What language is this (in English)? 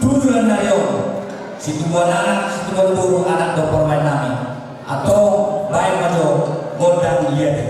Batak Toba